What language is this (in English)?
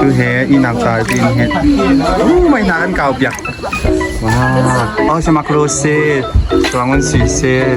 Hakha Chin